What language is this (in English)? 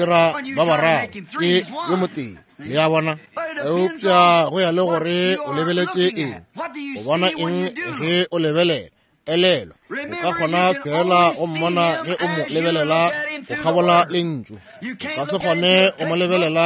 Northern Sotho